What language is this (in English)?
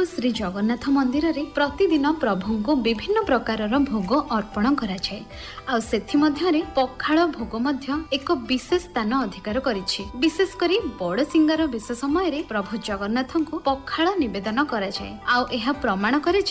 Odia